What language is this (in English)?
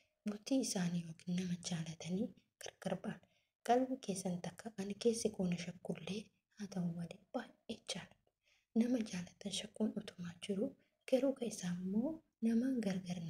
Oromo